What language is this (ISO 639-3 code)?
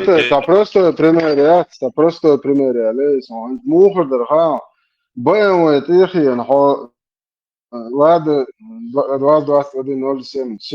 che